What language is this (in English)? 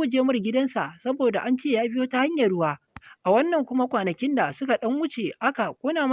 Hausa